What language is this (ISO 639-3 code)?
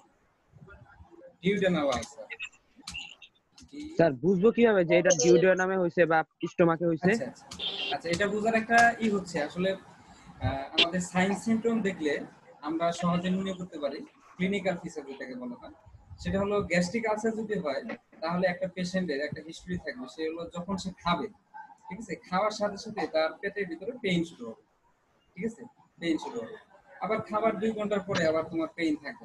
ben